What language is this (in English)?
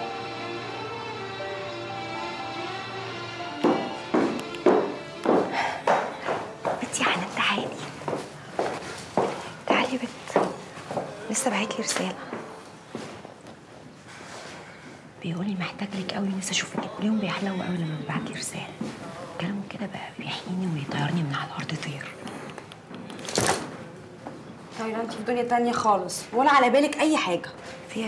Egyptian Arabic